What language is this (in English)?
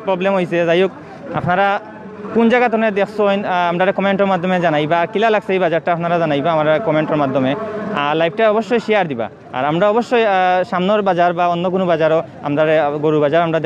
Sylheti